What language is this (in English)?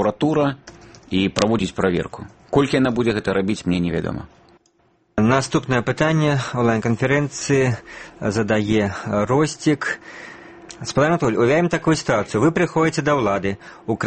Belarusian